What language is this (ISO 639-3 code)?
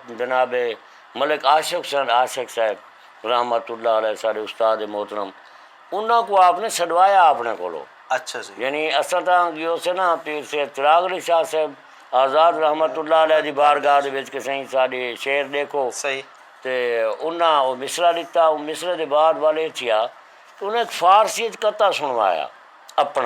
skr